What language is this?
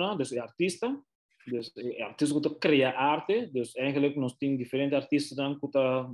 Papiamento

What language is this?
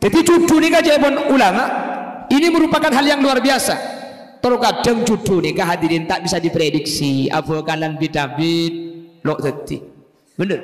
Madurese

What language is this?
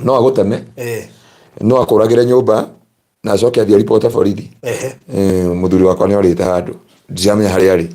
Kikuyu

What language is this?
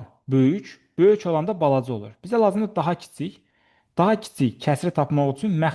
Azerbaijani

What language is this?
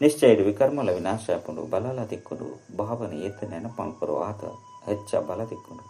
Tulu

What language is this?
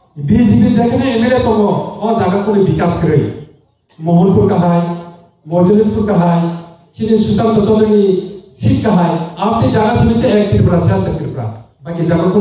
Kok Borok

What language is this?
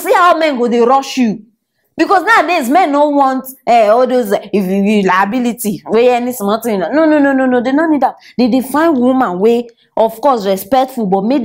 Nigerian Pidgin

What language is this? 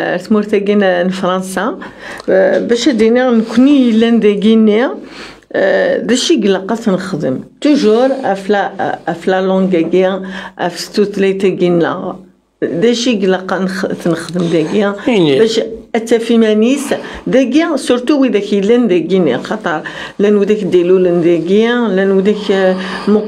Kabyle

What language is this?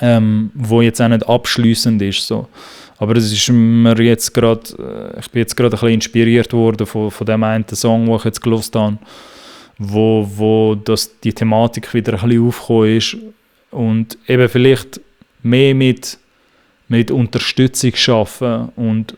Swiss German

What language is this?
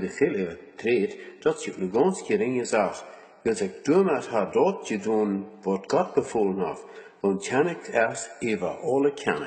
Plautdietsch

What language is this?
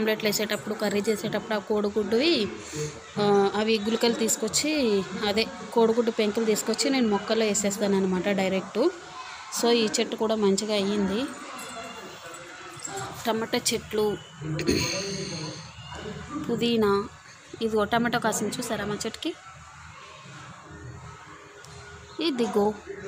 Telugu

